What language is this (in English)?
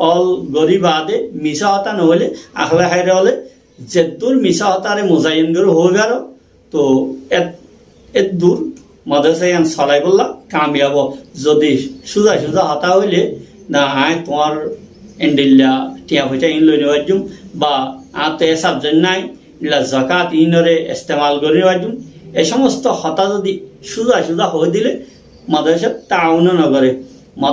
Rohingya